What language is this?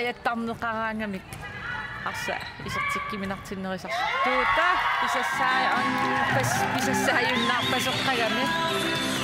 Kalaallisut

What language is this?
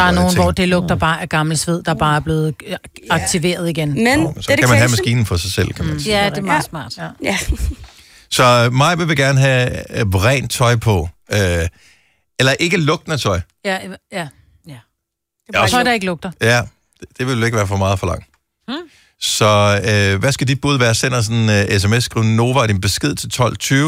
Danish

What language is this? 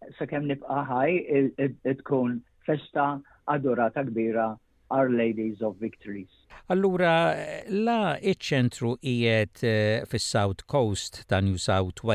Maltese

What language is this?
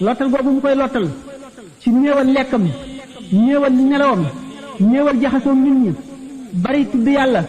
Wolof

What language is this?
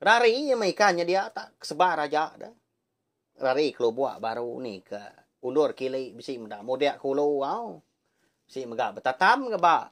Iban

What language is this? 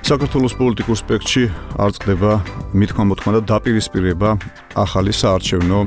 Georgian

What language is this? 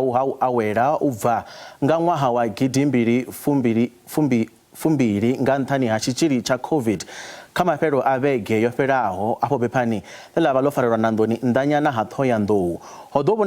Venda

